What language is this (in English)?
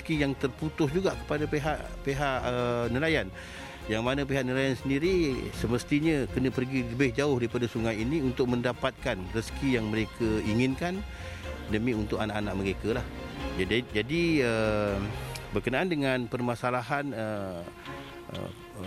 Malay